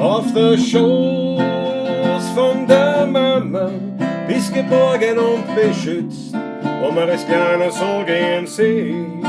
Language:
Bavarian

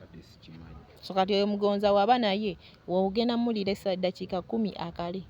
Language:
Ganda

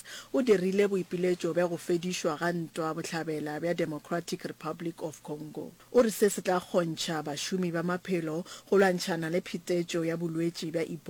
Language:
Northern Sotho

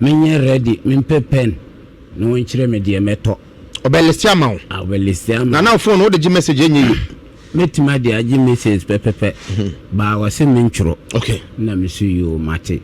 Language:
Akan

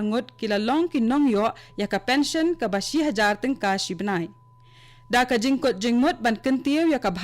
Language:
Khasi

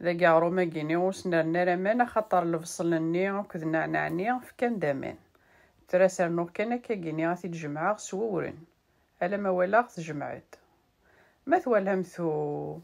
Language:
Kabyle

